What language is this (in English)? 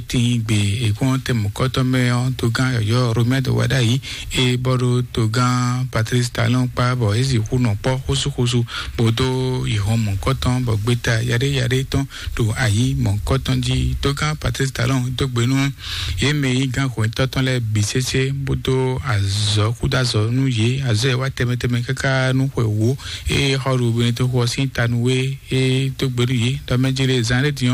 Fon